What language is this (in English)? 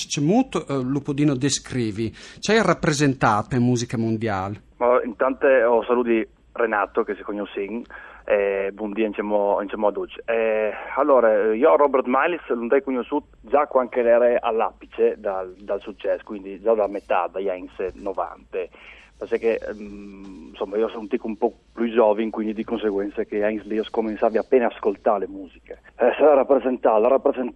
Friulian